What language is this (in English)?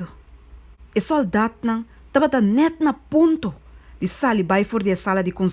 Papiamento